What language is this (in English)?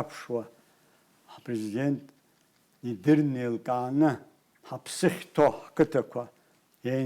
Abkhazian